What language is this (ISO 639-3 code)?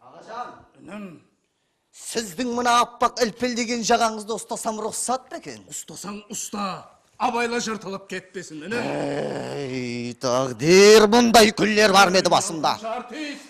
kaa